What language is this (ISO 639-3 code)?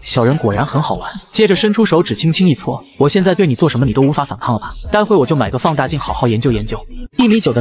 zho